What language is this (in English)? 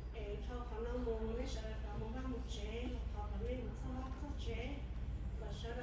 Hmong